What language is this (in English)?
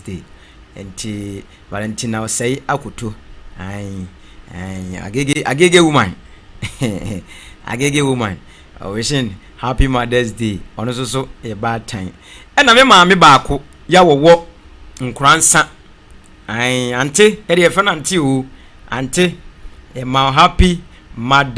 Akan